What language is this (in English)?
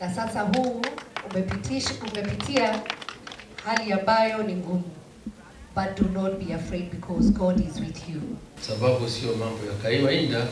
Meru